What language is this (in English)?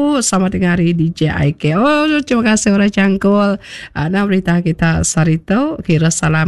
Iban